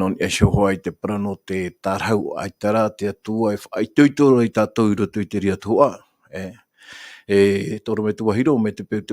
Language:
Tahitian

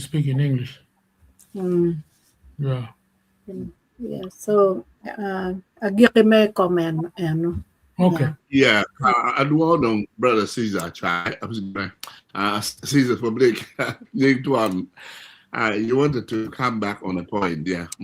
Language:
Acoli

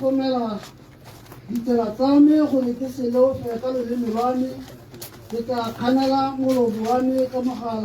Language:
Tswana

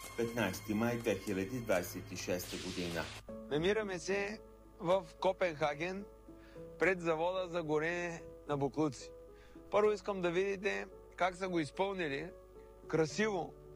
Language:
Bulgarian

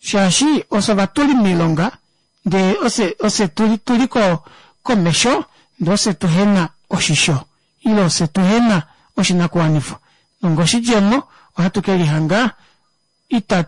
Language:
Kuanyama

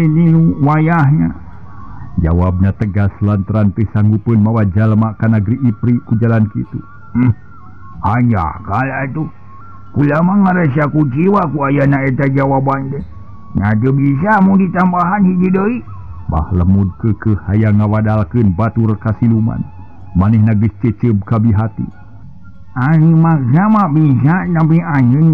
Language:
Sundanese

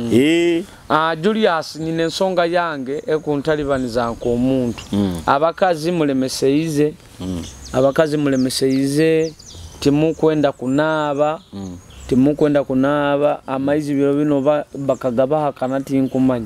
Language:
Nyoro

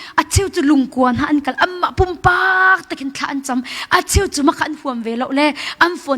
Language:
Hakha Chin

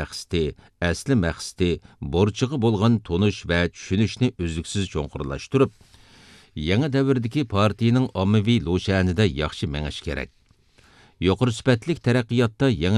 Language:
Uyghur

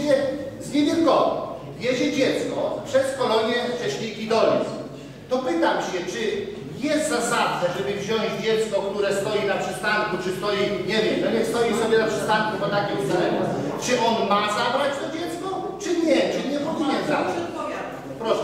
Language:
Polish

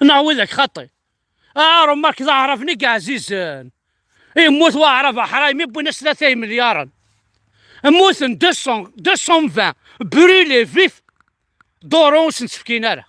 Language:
Kabyle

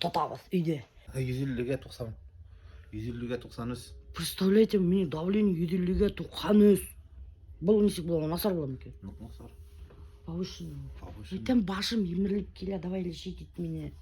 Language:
Bashkir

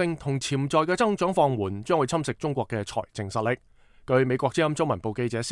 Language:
Cantonese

